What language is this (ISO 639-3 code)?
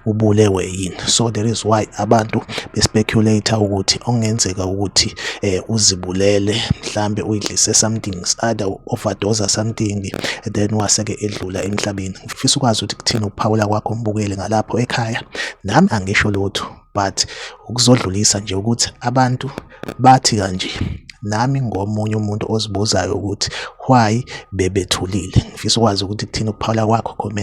zul